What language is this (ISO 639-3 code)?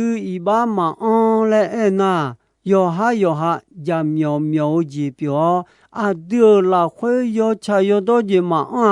ahk